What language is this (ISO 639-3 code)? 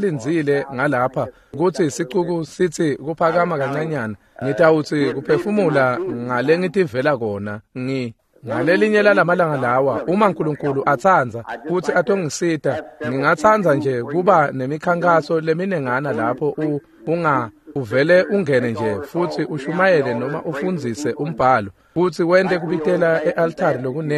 ssw